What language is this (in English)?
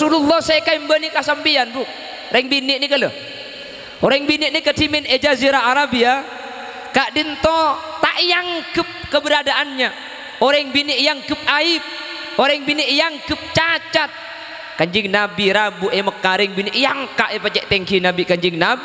Madurese